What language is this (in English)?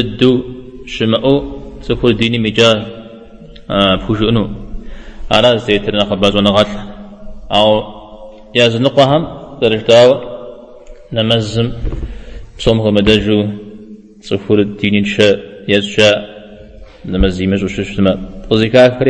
Kabardian